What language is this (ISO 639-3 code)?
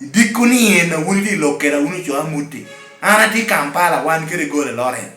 laj